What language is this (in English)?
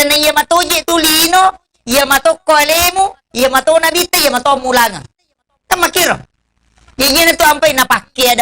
Buginese